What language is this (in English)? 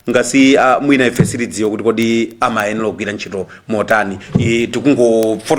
Nyanja